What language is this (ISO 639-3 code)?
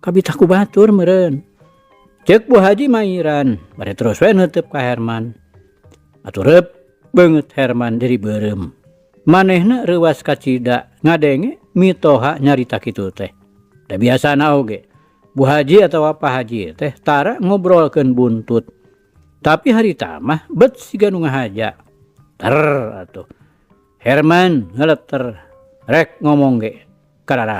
sun